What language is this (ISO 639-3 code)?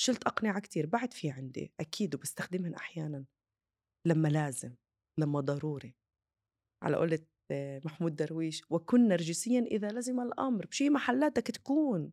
apc